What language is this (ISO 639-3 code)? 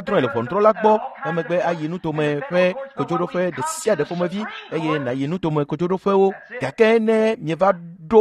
ewe